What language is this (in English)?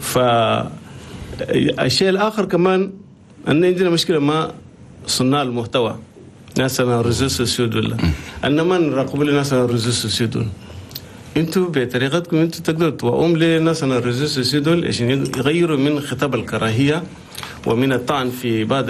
Chadian Arabic